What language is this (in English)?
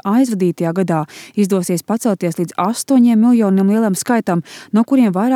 Latvian